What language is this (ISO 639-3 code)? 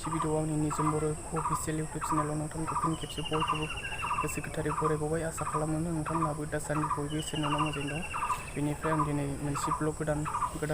brx